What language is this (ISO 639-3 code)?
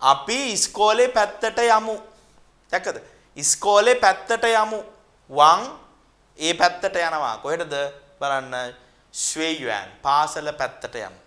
sin